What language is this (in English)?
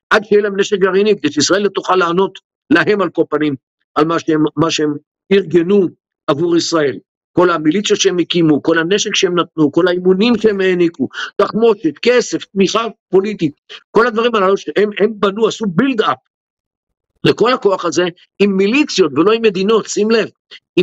Hebrew